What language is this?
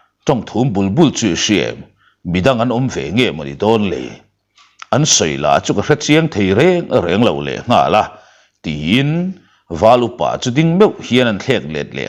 Mizo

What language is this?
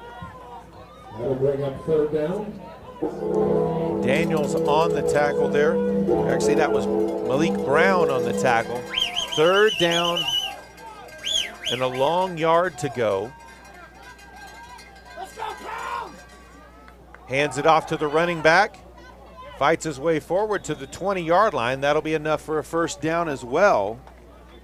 English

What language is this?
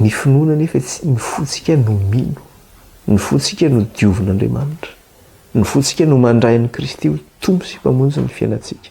Malagasy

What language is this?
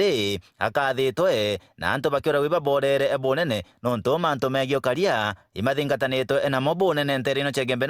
Meru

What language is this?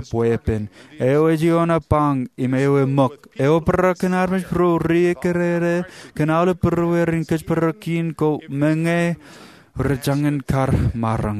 Marshallese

